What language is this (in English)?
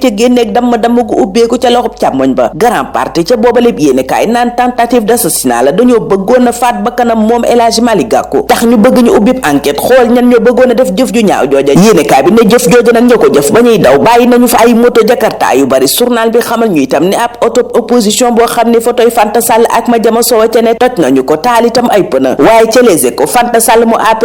Wolof